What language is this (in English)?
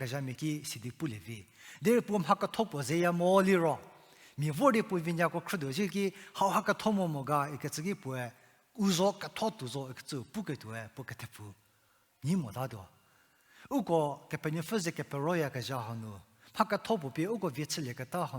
Angami Naga